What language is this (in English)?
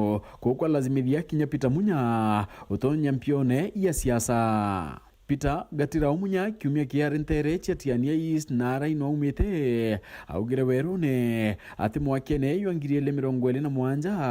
Meru